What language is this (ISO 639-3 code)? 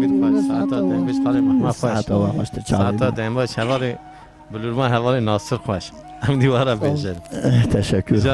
kur